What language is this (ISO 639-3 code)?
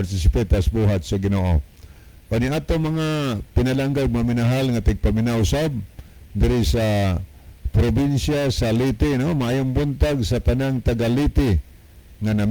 ceb